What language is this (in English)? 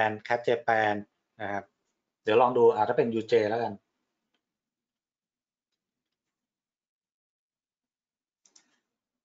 Thai